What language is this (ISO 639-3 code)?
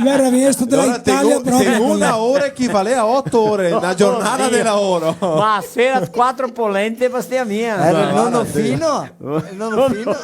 vec